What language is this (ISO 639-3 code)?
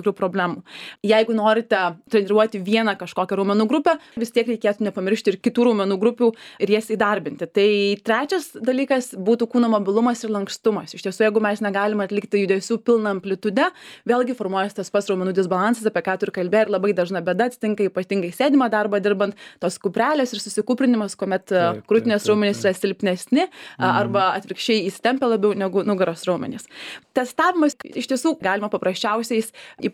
lit